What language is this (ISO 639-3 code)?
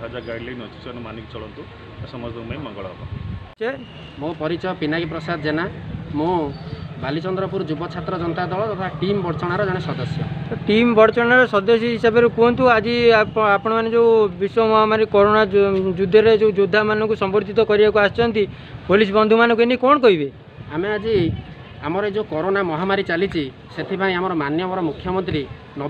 ori